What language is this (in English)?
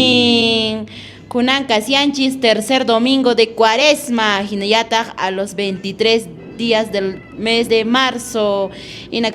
Quechua